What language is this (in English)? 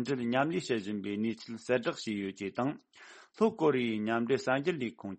Tibetan